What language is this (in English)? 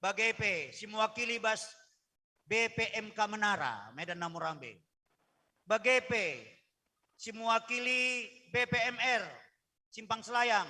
Batak Karo